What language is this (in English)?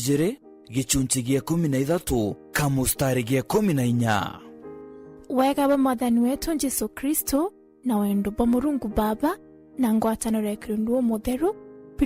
Meru